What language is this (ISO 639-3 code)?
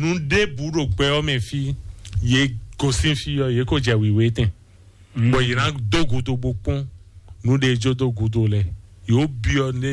fon